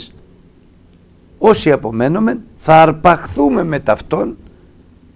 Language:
Greek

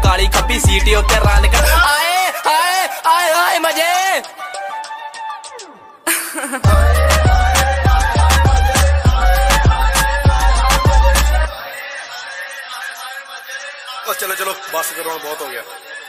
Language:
Punjabi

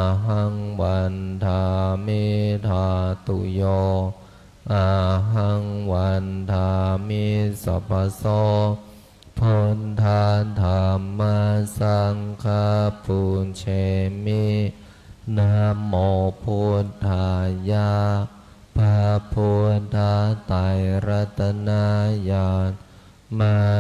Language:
Pali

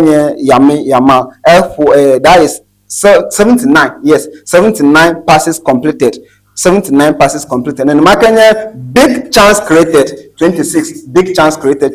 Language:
Ewe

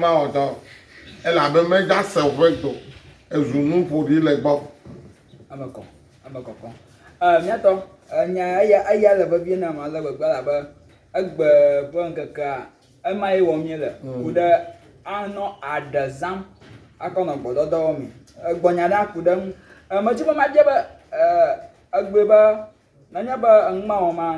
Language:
Ewe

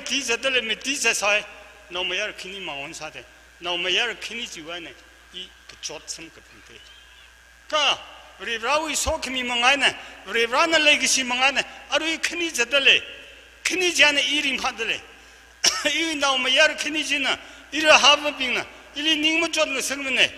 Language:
Tangkhul Naga (India)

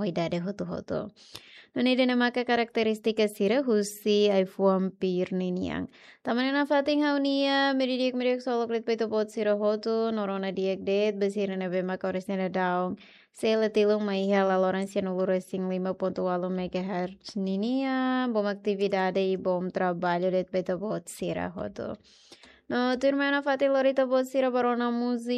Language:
Tetum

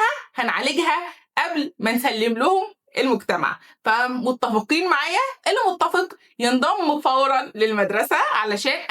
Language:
Egyptian Arabic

